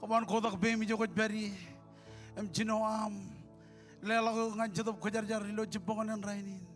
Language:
Marshallese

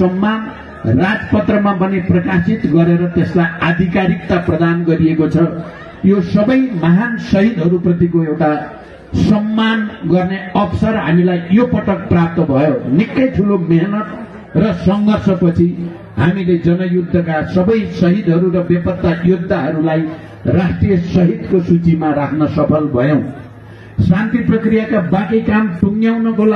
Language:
Nepali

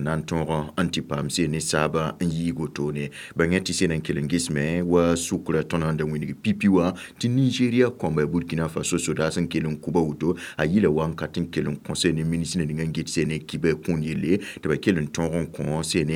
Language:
Mossi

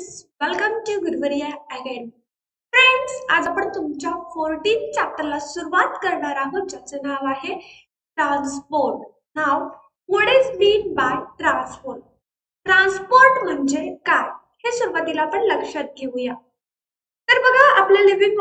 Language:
Marathi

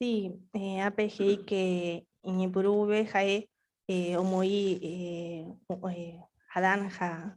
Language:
Guarani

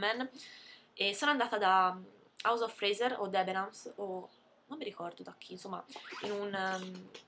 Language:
Italian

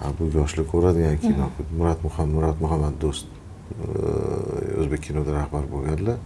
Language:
Uzbek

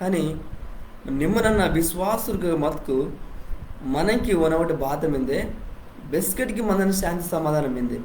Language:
Koya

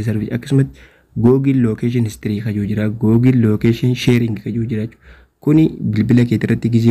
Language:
Oromo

